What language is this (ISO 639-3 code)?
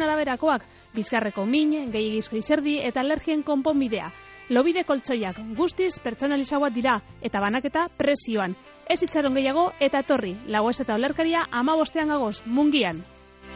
eus